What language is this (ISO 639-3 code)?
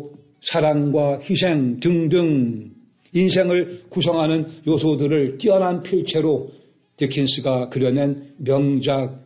kor